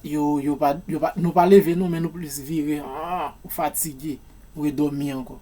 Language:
Haitian Creole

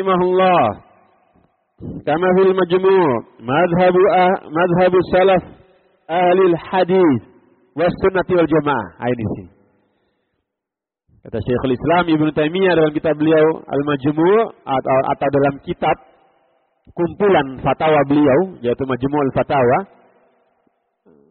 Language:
Indonesian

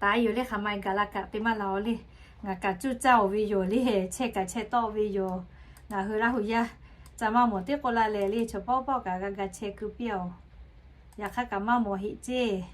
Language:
Lahu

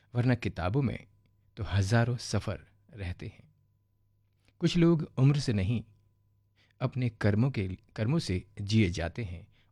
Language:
Hindi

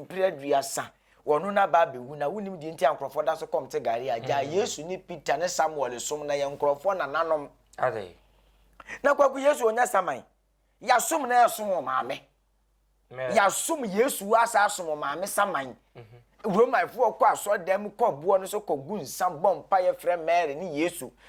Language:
Akan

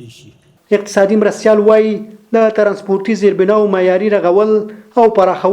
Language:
Pashto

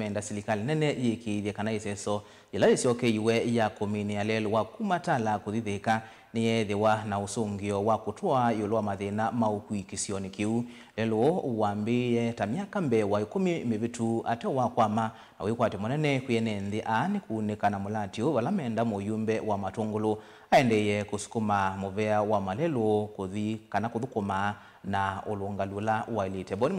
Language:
Kamba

